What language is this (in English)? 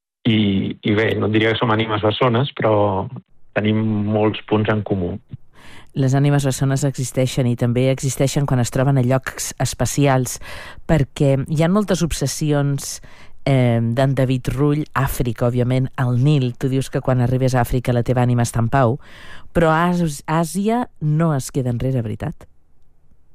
Catalan